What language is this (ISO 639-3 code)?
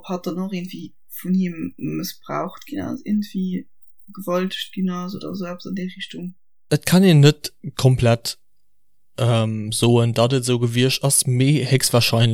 ltz